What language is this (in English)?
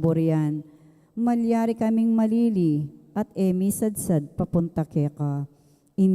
Pampanga